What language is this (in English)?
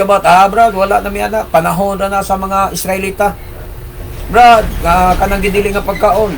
Cebuano